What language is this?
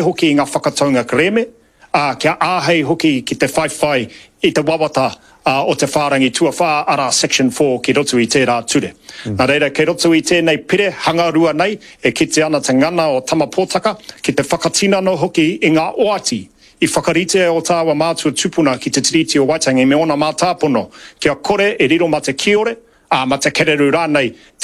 Māori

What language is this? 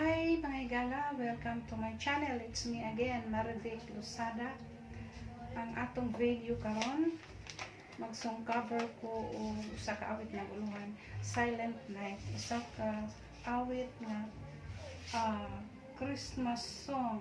Cebuano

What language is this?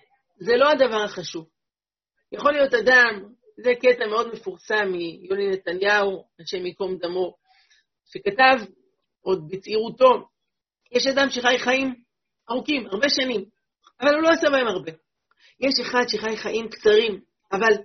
Hebrew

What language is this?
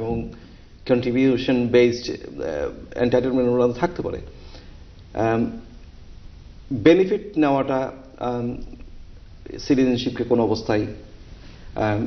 Bangla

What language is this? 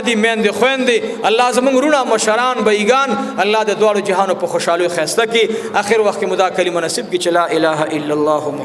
Pashto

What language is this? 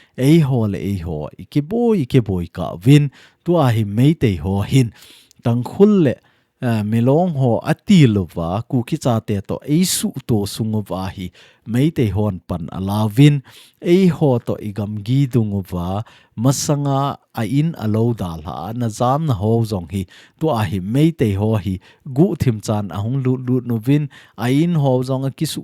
Thado Chin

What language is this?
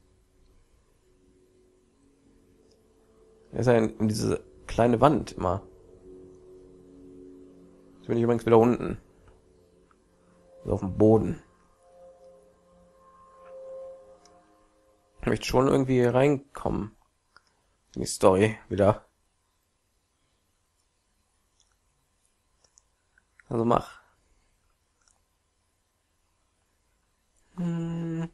German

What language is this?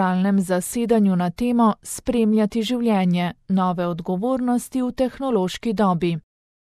Slovenian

